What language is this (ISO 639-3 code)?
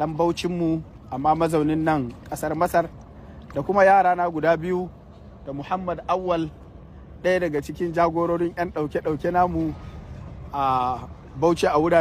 hau